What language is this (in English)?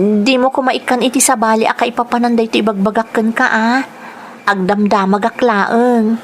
Iloko